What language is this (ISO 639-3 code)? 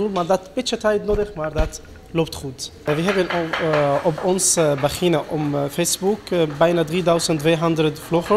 nld